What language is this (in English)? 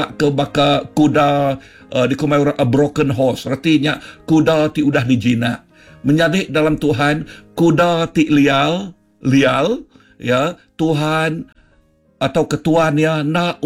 Iban